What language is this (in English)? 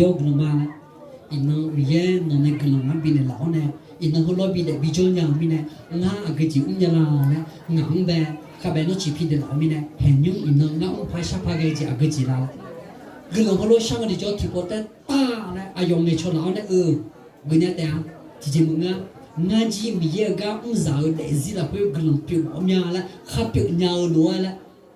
Akha